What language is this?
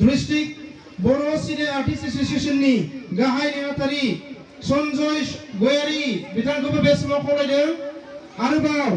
Bodo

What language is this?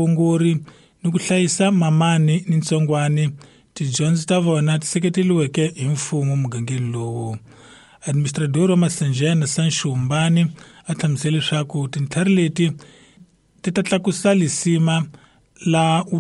Tsonga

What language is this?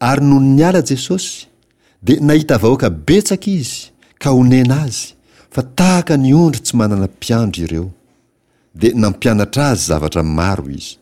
Malagasy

